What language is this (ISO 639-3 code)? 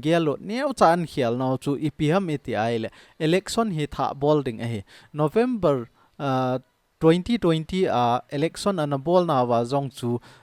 tcz